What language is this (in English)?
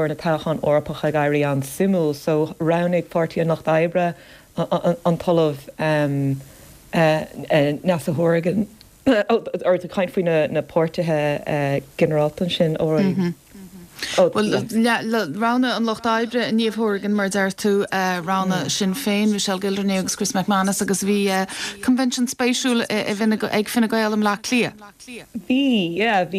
Irish